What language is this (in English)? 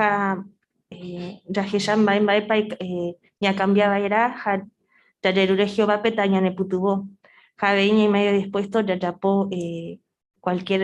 Guarani